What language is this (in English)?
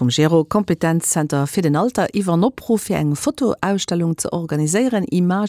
Luxembourgish